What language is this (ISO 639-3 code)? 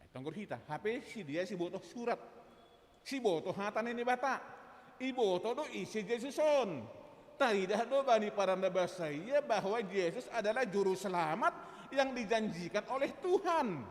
bts